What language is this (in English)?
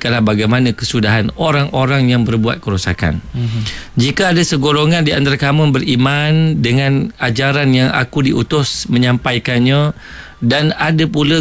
Malay